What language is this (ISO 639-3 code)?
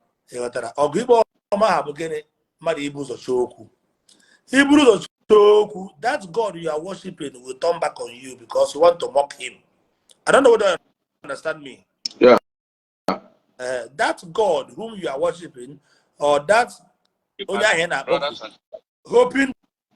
ibo